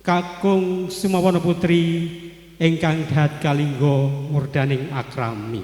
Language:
Javanese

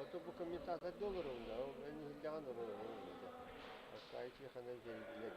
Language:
Yakut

